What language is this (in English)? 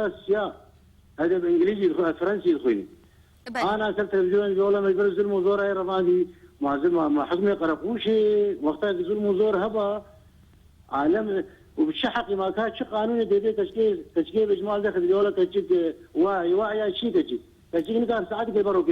Kurdish